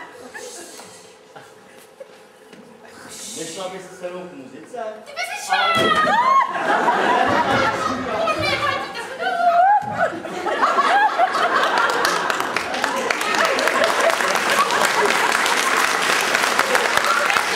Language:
Czech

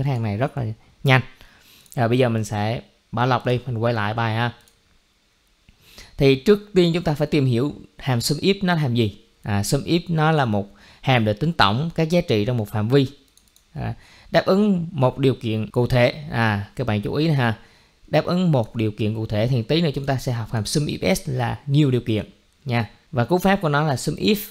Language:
Vietnamese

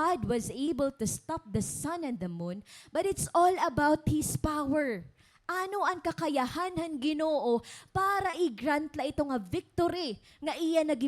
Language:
Waray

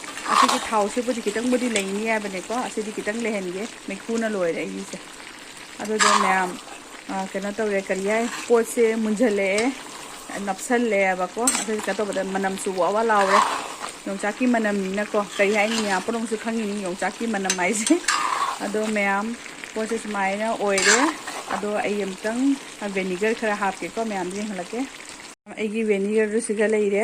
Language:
Manipuri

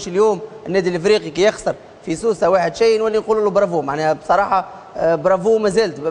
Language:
Tunisian Arabic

